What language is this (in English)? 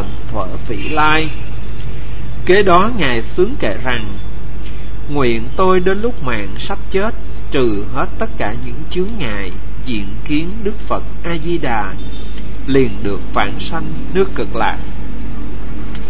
Vietnamese